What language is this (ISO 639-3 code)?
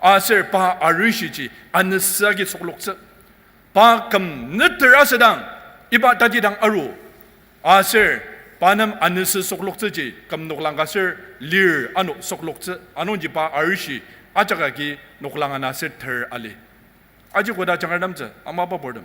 njo